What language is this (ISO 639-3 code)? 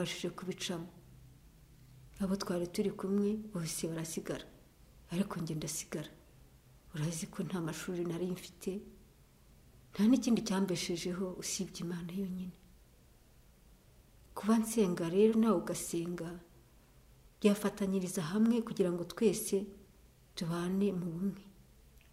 kin